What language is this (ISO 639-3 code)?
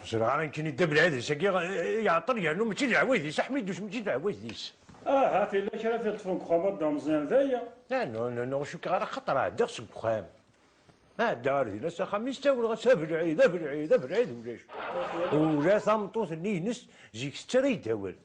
kab